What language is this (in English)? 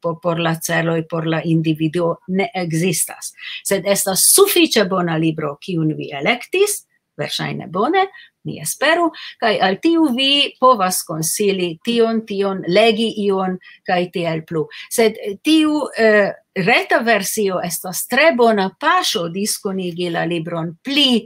Esperanto